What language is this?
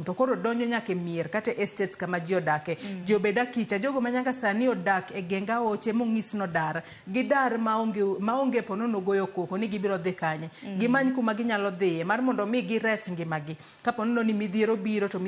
Luo (Kenya and Tanzania)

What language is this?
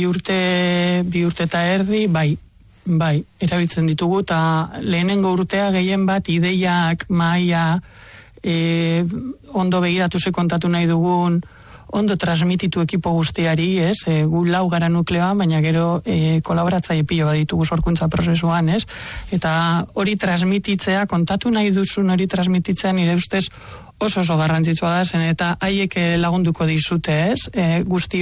Basque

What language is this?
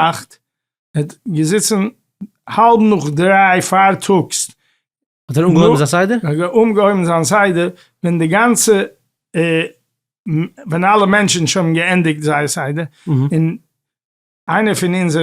Yiddish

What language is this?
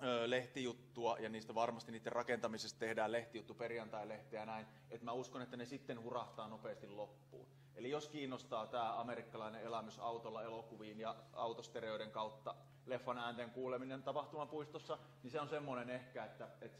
Finnish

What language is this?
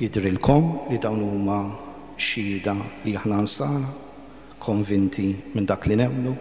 Maltese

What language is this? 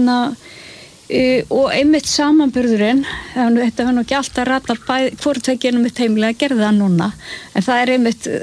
Icelandic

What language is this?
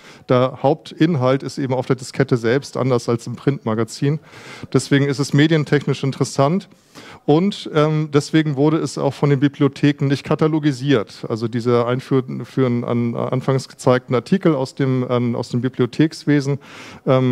German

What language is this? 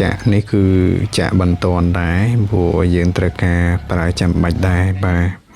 Khmer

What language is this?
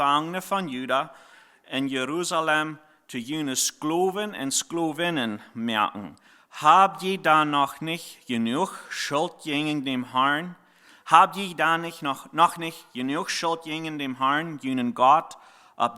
Plautdietsch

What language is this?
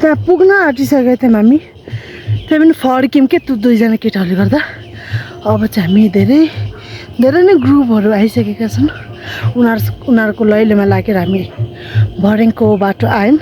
Nepali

